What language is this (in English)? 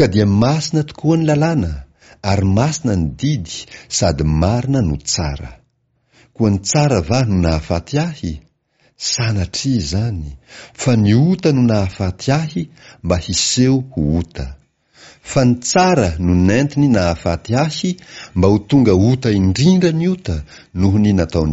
Malagasy